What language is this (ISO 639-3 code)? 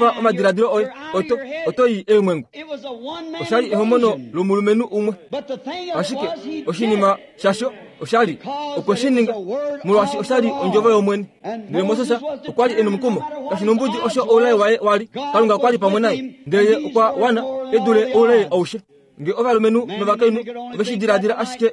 kua